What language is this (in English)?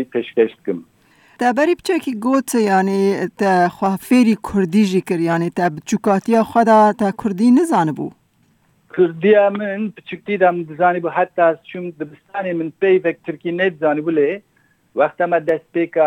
Kurdish